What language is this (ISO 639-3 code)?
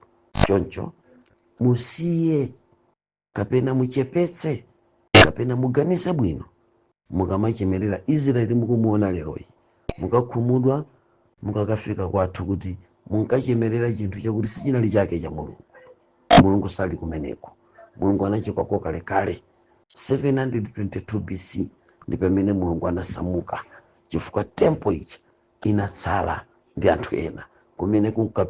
nya